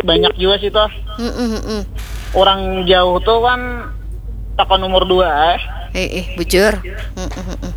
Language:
Banjar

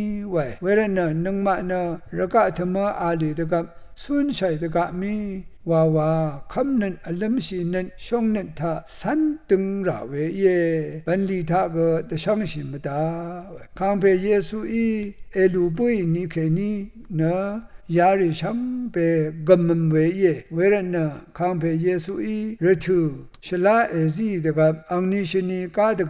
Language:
Rawang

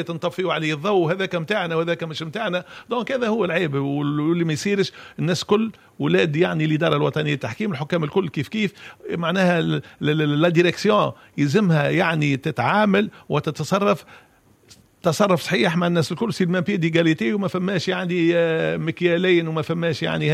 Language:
Tunisian Arabic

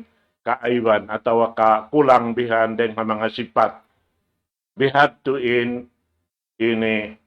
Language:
Tausug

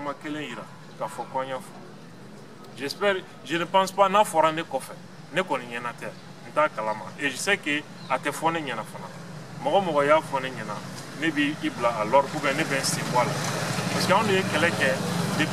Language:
Bambara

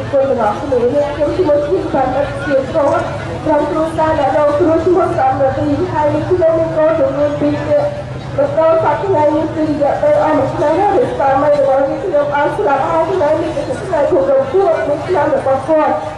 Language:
Khmer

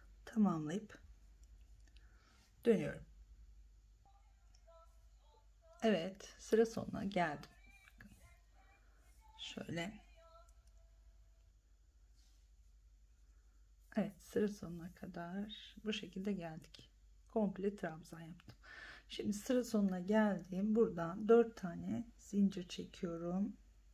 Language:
Turkish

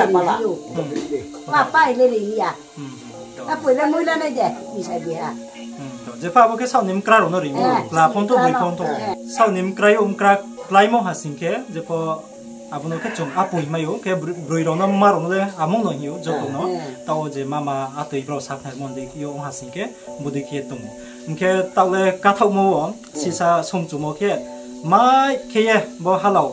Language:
Riang (India)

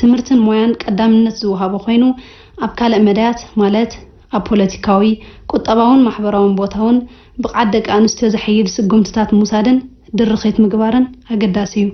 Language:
Tigrinya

